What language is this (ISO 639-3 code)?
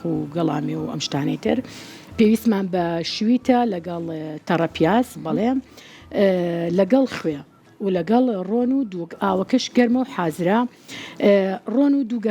ckb